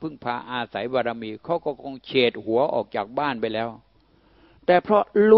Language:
Thai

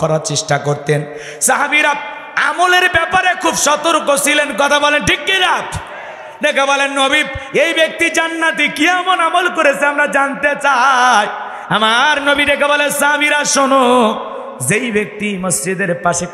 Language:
Bangla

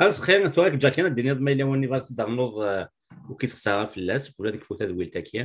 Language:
Kabyle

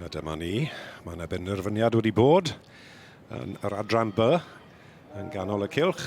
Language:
Welsh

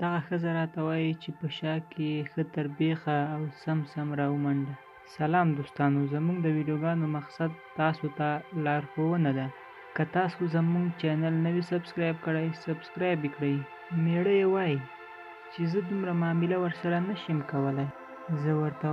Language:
Pashto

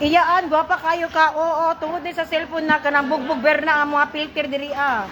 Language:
Cebuano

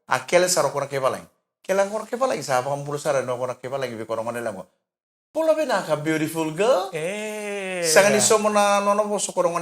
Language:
Fijian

